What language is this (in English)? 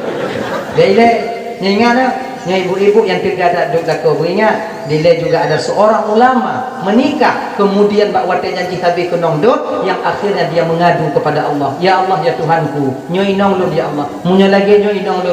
Achinese